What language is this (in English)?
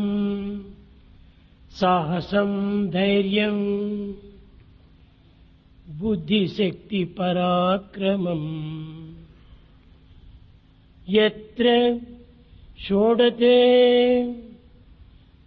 Telugu